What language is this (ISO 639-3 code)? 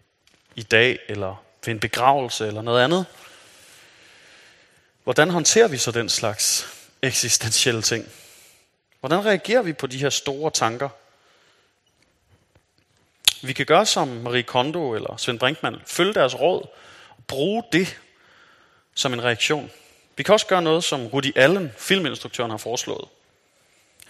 dan